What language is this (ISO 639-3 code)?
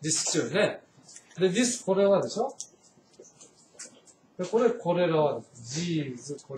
jpn